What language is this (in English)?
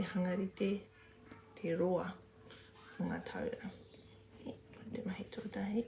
Māori